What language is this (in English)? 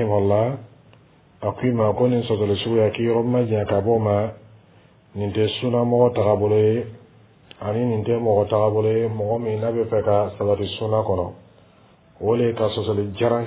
Dyula